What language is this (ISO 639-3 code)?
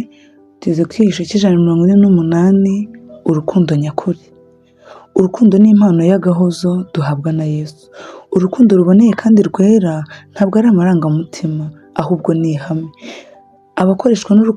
kin